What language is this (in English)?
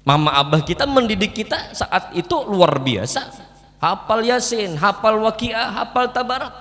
Banjar